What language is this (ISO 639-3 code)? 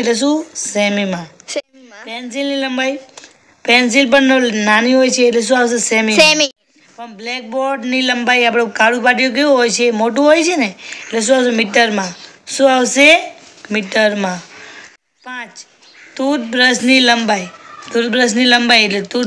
guj